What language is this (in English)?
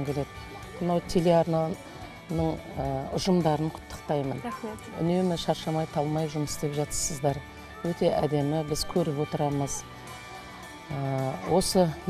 Kazakh